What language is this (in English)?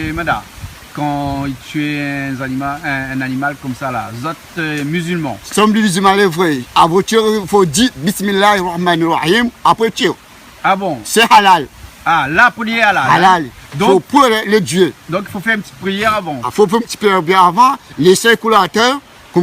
Réunion Creole French